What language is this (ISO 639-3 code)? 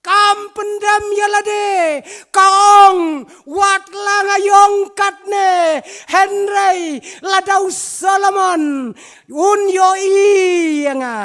kha